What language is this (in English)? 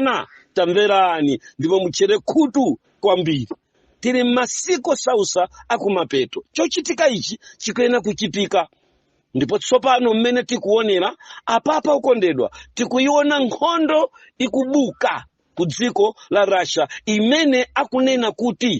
Nyanja